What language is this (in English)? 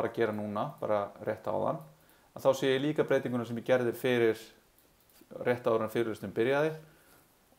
Icelandic